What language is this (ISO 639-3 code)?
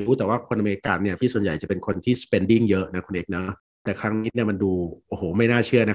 tha